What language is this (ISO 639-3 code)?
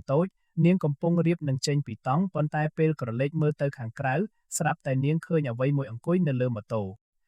khm